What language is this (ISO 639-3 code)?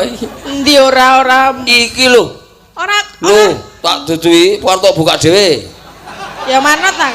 jav